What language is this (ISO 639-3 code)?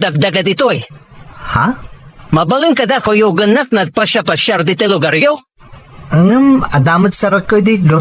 ilo